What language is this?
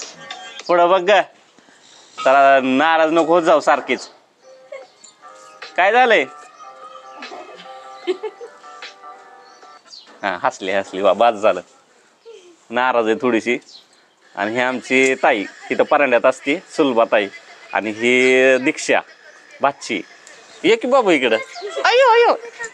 Marathi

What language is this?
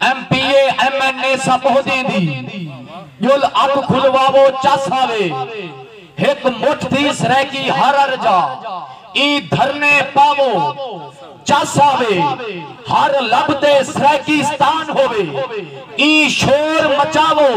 Saraiki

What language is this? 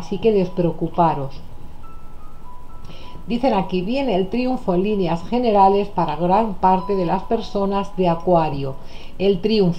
Spanish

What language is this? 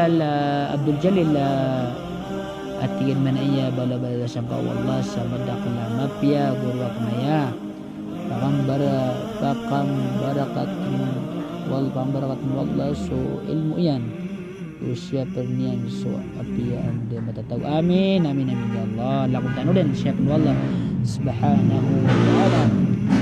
Maranao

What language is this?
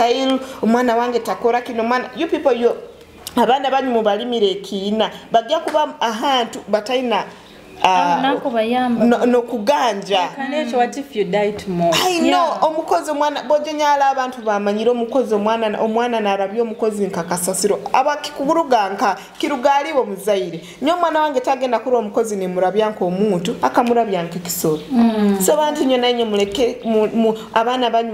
Tooro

